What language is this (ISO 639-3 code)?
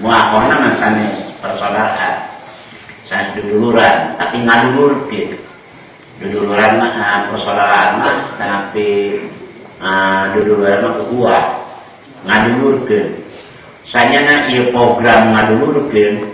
sun